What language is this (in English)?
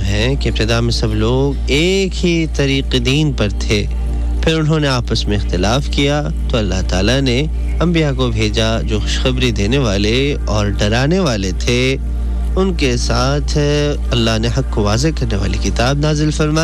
Urdu